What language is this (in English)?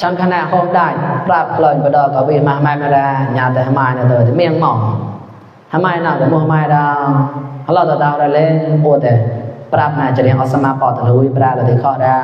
Mon